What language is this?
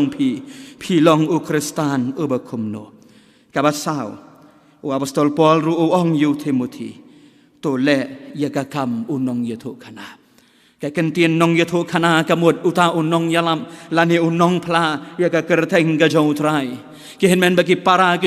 Khasi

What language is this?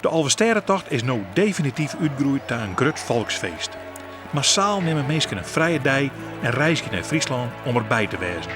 Western Frisian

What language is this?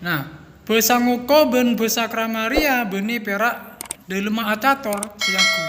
Madurese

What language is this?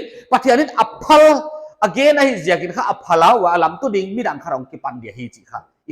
Paite Chin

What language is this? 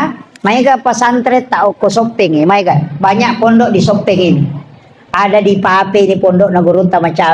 Buginese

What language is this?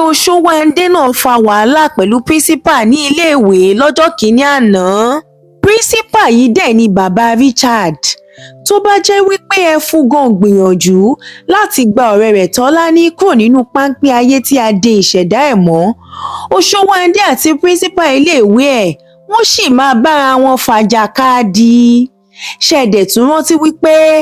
Yoruba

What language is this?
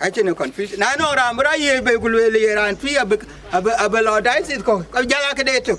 Dinka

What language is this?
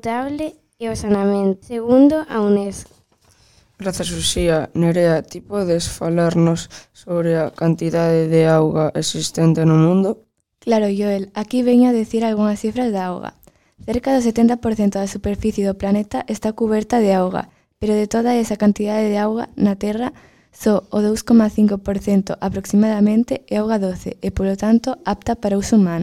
Galician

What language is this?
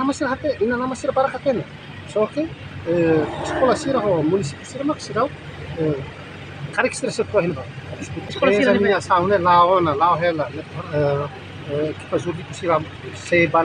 Tetum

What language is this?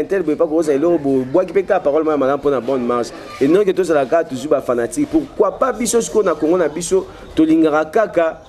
Lingala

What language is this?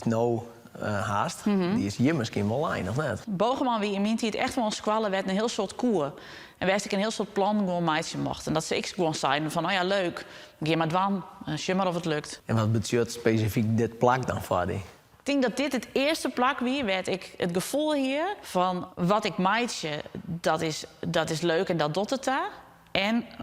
Western Frisian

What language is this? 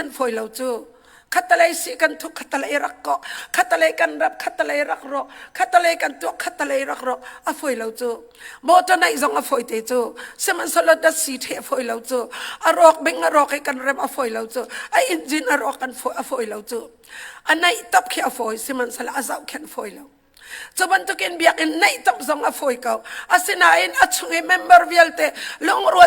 Hakha Chin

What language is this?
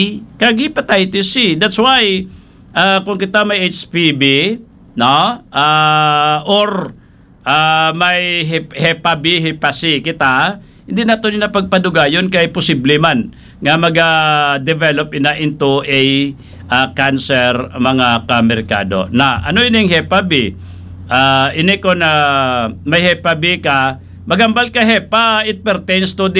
Hiligaynon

